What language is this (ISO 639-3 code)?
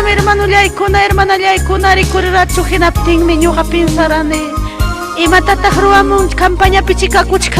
quy